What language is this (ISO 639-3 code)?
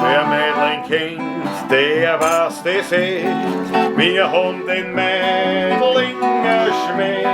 bar